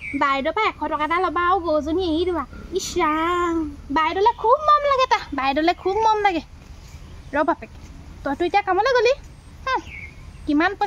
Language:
Assamese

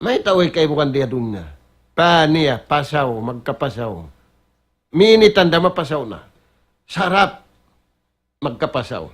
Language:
Tausug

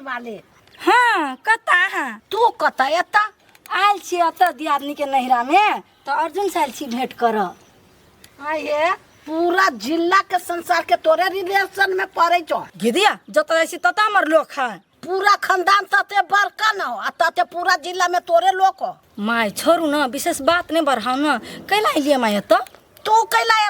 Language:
Maithili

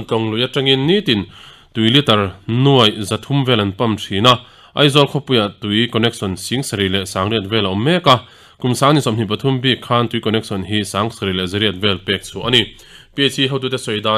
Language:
Mizo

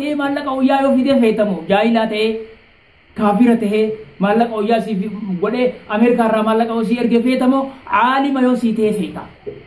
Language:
Oromo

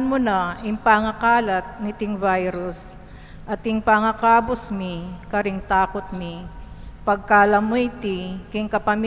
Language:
Pampanga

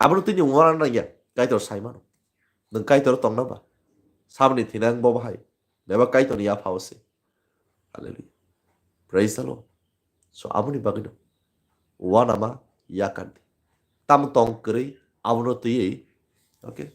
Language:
Kok Borok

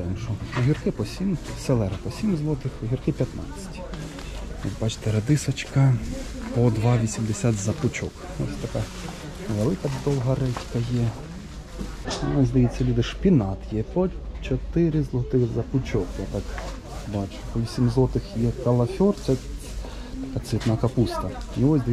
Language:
Ukrainian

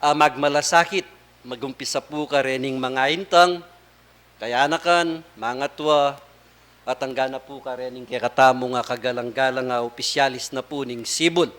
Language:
Pampanga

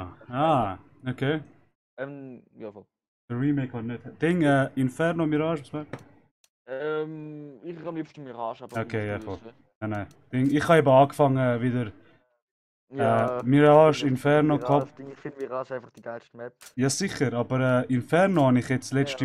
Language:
Swiss German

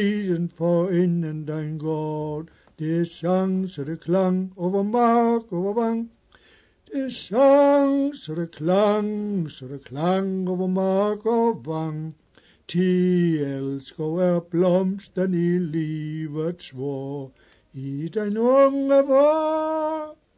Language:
Danish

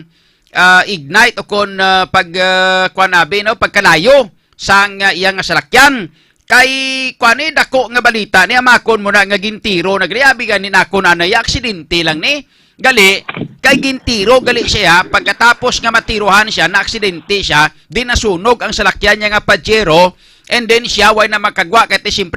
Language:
Hiligaynon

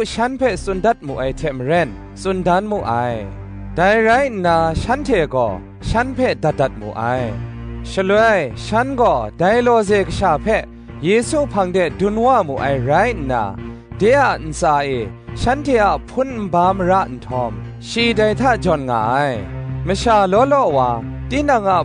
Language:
Kachin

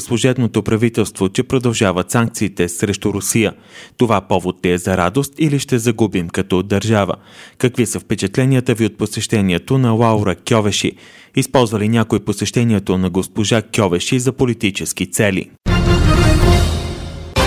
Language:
Bulgarian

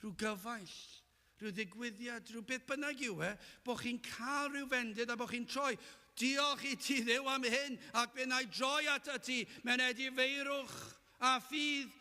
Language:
Welsh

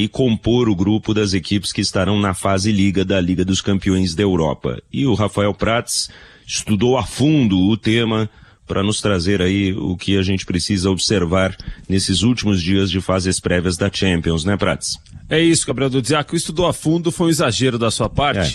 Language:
Portuguese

